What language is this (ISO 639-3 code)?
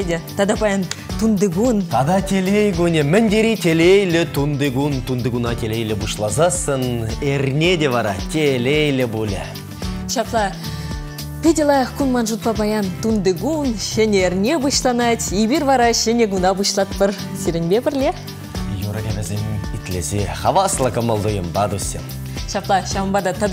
chv